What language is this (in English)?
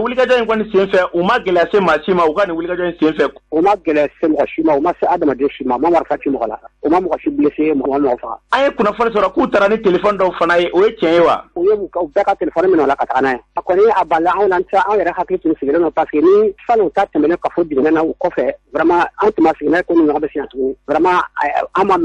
Bambara